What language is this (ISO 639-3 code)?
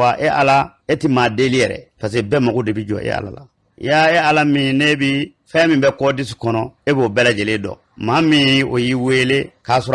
bam